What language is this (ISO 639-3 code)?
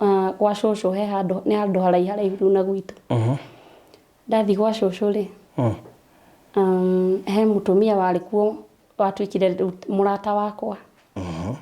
kik